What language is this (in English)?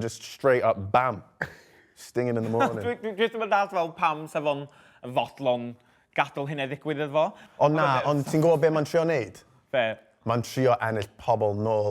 Welsh